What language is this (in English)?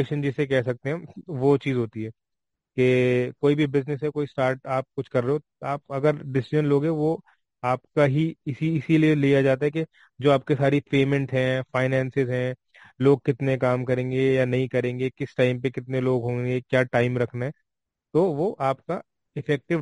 Hindi